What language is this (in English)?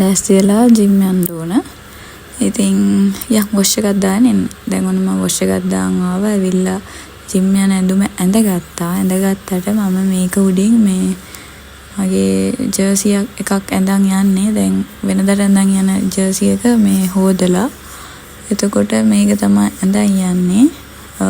Sinhala